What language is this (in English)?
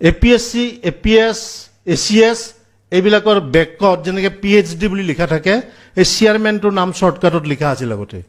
Assamese